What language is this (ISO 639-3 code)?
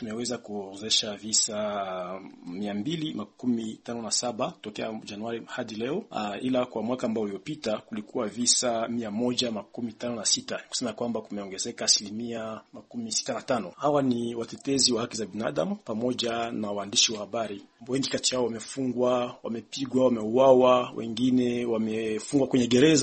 swa